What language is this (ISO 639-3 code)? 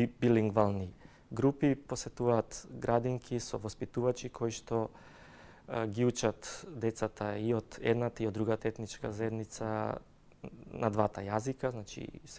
mkd